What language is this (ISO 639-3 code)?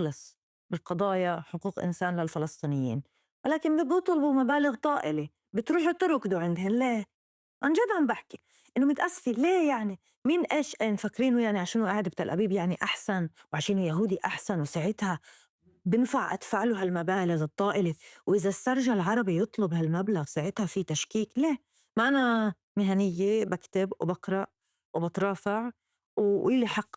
apc